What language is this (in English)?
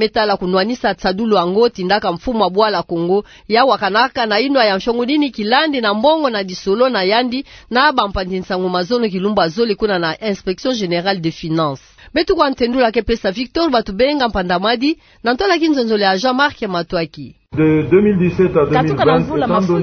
Kituba (Democratic Republic of Congo)